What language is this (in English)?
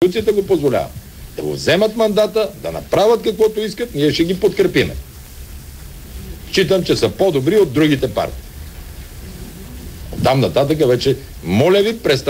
Bulgarian